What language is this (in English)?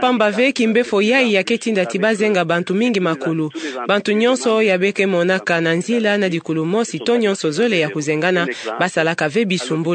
Kituba (Democratic Republic of Congo)